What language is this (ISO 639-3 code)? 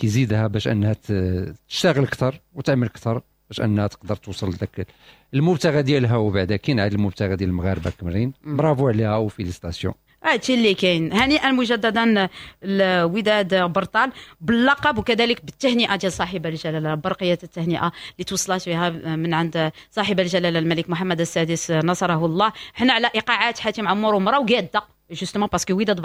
ary